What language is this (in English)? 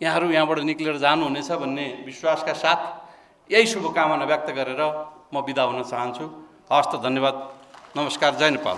Nepali